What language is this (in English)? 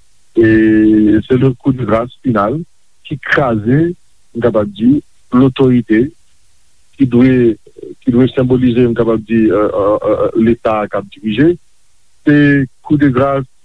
Haitian Creole